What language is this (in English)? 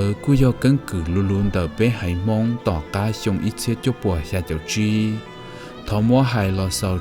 Hmong